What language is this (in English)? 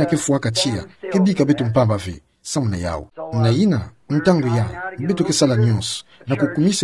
Kituba (Democratic Republic of Congo)